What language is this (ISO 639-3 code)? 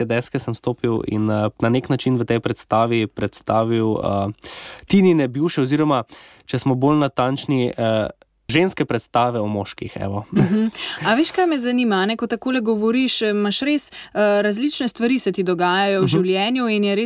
slv